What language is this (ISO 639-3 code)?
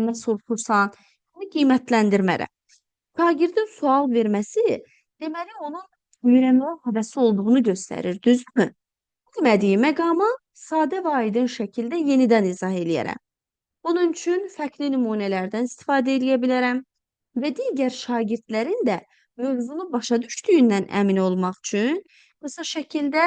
aze